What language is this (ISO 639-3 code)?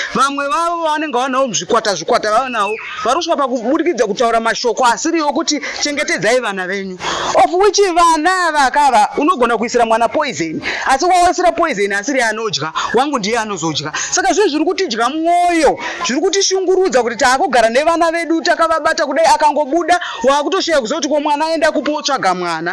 sna